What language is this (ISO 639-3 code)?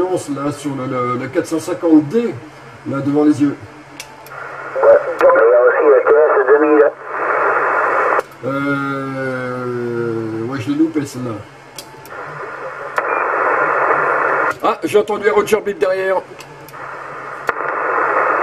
fra